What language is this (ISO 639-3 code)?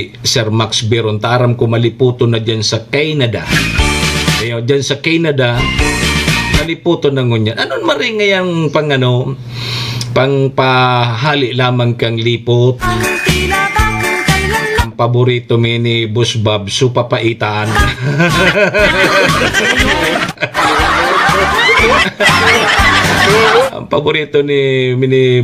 bik